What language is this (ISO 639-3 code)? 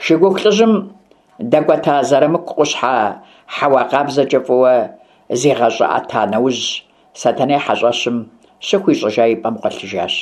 kbd